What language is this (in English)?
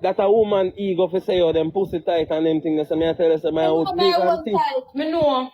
Jamaican Creole English